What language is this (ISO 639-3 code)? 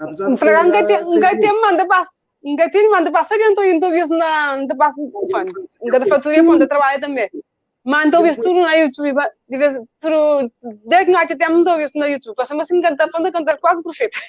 kea